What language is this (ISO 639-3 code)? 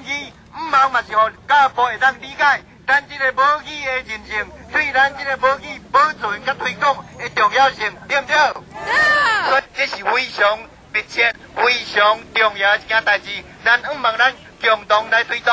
nan